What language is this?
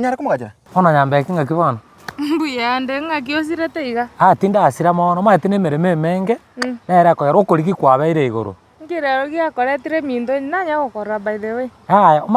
Gusii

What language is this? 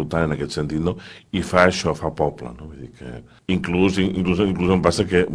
Catalan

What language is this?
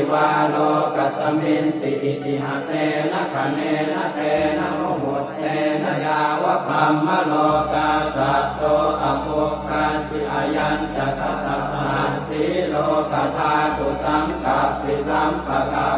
Pali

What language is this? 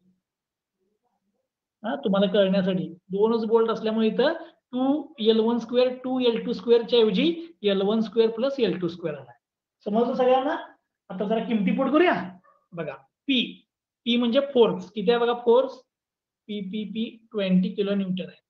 Marathi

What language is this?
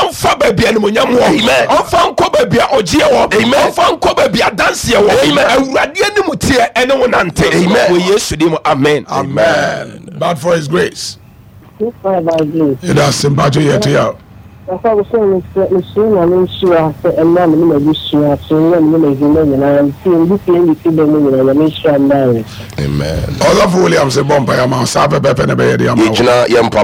Akan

